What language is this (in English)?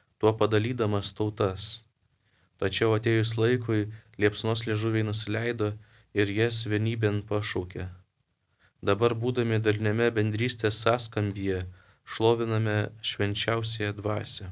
Lithuanian